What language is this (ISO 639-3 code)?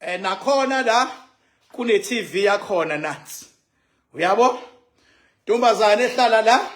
zul